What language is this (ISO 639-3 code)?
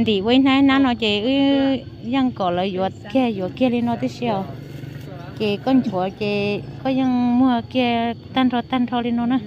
hmn